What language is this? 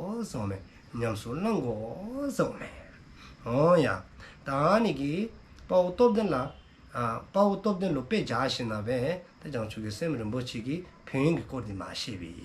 Dzongkha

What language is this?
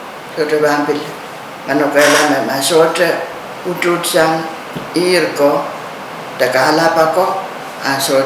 Pohnpeian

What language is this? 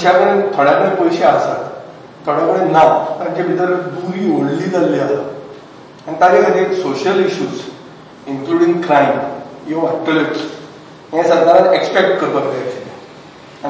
Konkani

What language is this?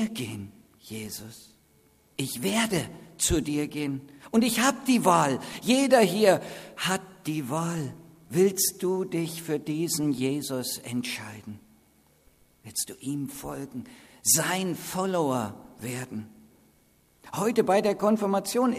German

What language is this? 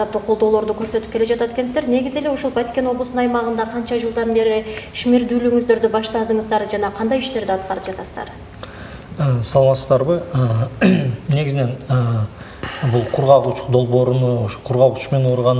Kyrgyz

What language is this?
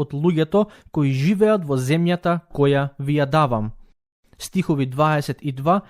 Macedonian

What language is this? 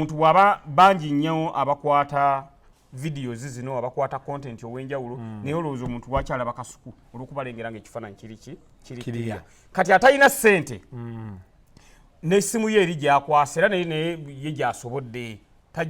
Ganda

